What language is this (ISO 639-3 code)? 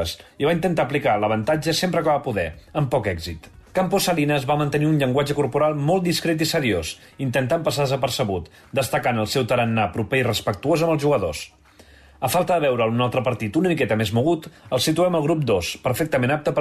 cat